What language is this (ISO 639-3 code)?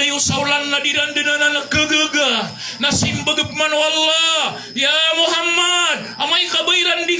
mrw